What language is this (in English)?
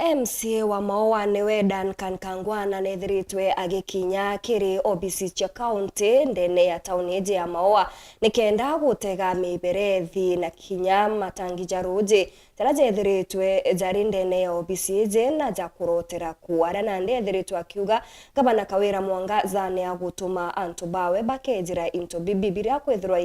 Meru